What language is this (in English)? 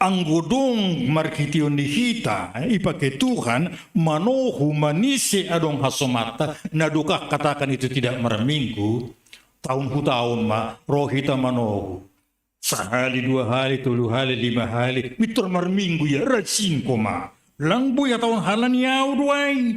Batak Simalungun